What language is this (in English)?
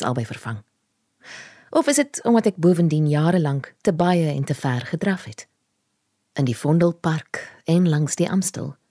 Afrikaans